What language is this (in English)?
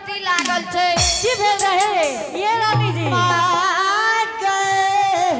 Angika